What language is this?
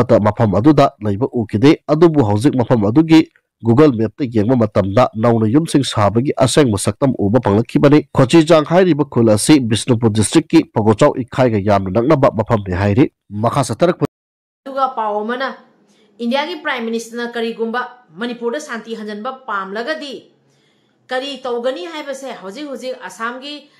Manipuri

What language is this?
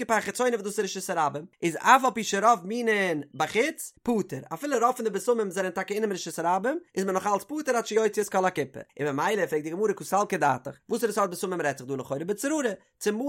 Yiddish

